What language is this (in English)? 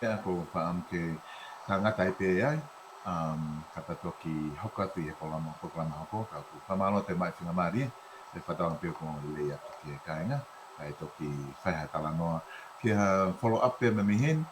Tongan